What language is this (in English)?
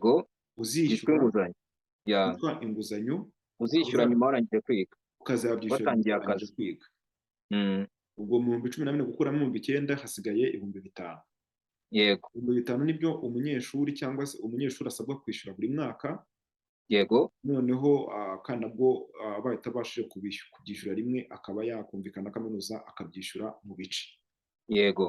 Kinyarwanda